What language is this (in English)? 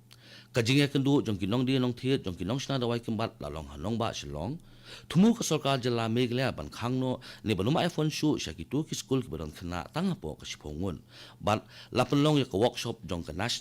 Khasi